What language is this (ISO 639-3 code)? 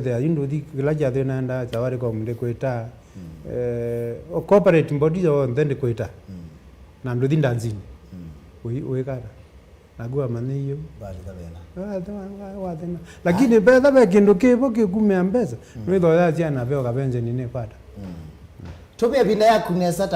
kam